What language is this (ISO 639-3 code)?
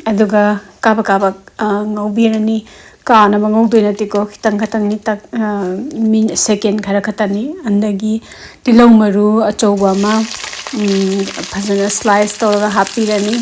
mni